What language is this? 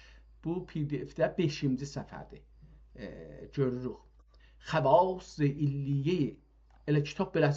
South Azerbaijani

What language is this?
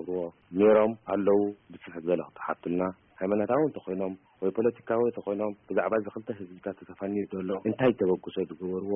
Tigrinya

